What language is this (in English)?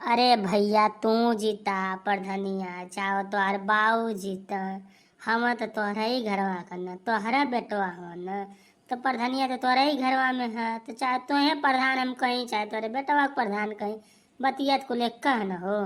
Bhojpuri